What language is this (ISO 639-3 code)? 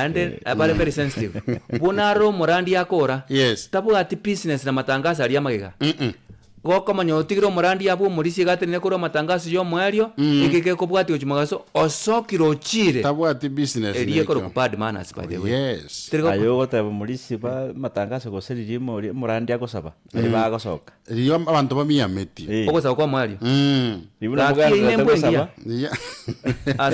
guz